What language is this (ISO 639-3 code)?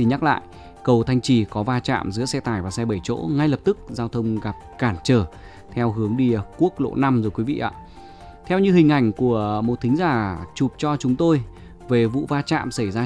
vie